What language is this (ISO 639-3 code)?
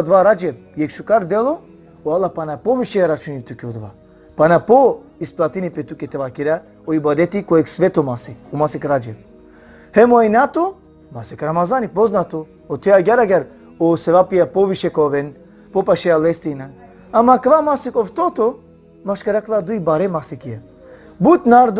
rmn